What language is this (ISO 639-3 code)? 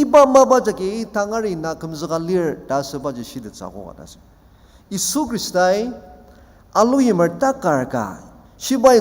njo